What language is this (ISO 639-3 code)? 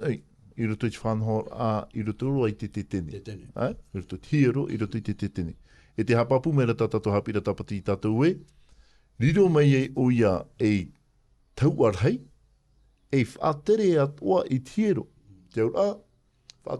tah